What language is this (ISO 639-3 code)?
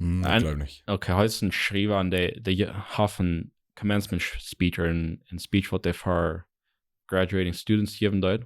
pdt